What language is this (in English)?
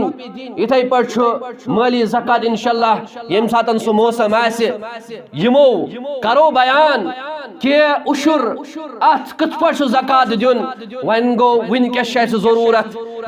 Kashmiri